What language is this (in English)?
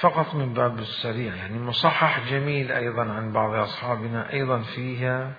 Mesopotamian Arabic